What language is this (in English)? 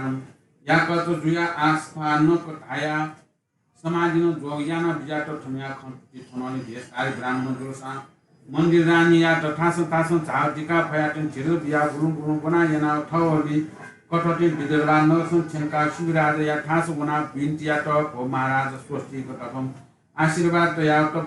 Newari